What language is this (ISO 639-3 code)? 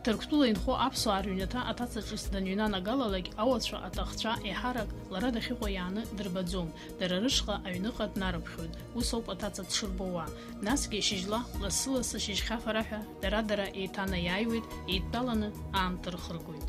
abk